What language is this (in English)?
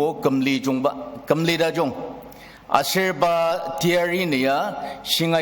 Ao Naga